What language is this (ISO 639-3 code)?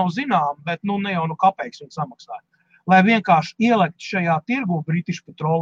lav